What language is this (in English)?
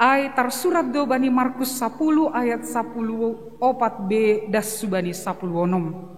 Batak Simalungun